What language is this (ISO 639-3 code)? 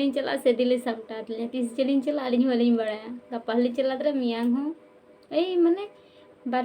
sat